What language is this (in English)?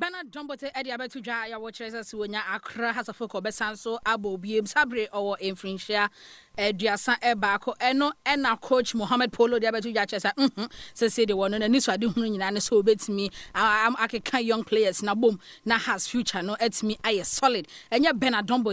Akan